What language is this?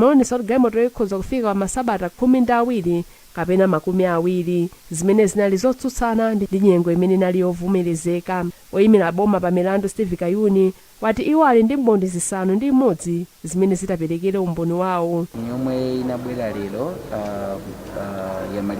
Nyanja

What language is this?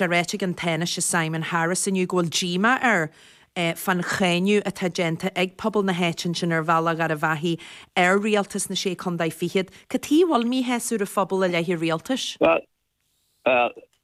Irish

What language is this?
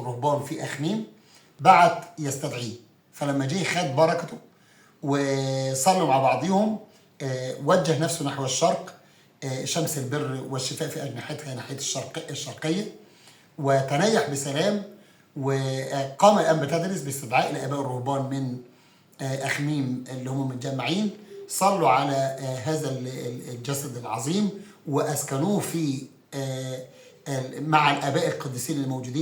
Egyptian Arabic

